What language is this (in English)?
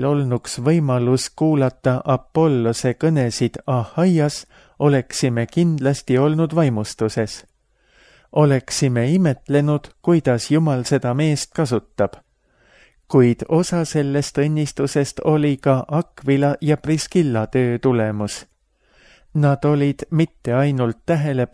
Estonian